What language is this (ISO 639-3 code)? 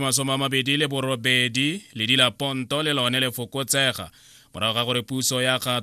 tsn